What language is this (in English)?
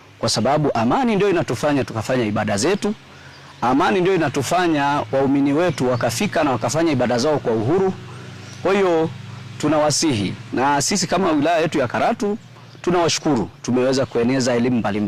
Swahili